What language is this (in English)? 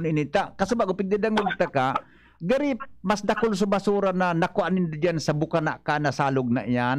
Bikol